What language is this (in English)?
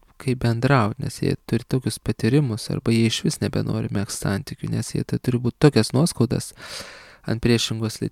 Lithuanian